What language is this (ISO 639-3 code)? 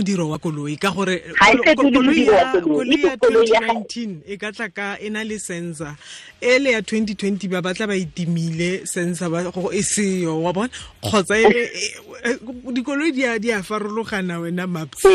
tsn